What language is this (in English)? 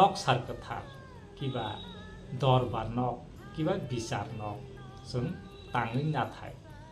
Kok Borok